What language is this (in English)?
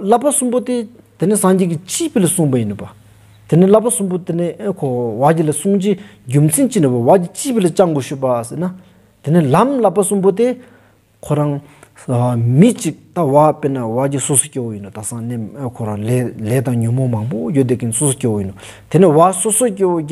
Stod Bhoti